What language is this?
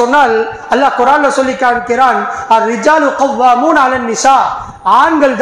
Tamil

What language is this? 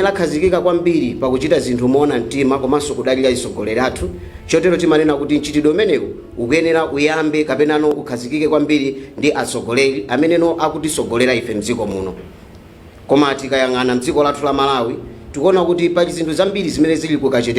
Nyanja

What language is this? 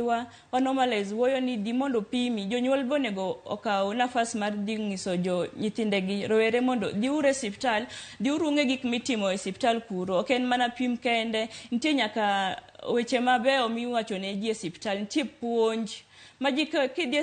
Luo (Kenya and Tanzania)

